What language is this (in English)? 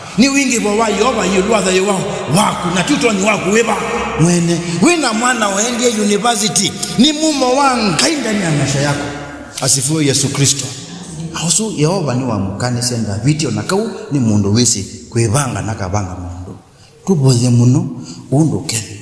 Kamba